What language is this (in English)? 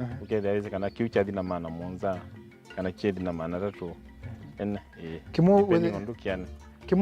Kamba